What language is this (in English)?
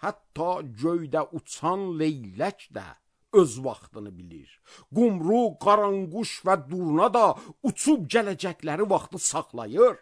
Azerbaijani